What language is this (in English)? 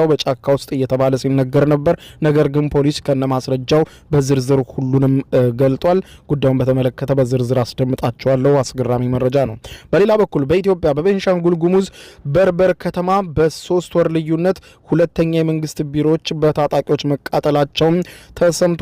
Amharic